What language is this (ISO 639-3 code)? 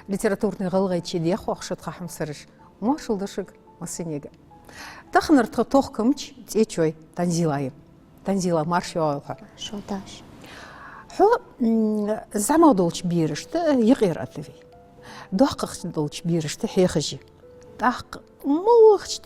inh